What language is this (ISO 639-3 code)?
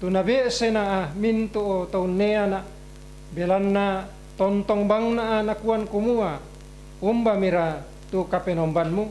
sda